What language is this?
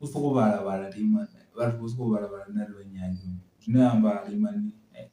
Venda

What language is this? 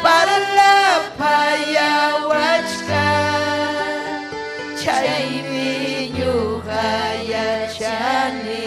Ayacucho Quechua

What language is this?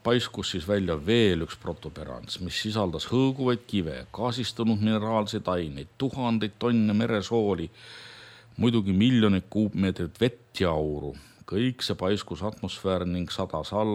Estonian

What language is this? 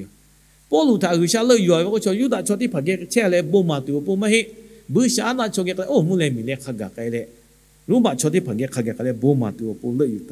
Lahu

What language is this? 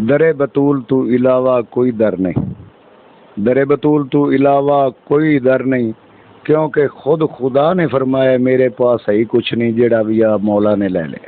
Saraiki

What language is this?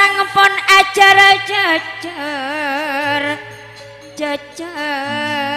Madurese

